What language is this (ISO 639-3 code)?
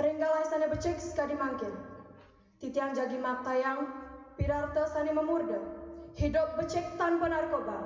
ban